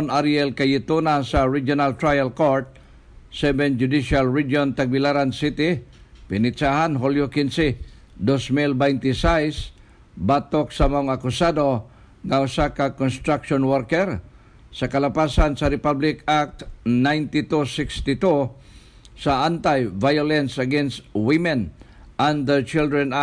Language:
Cebuano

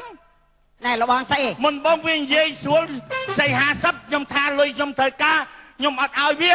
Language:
Khmer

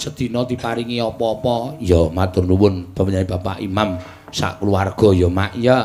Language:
Javanese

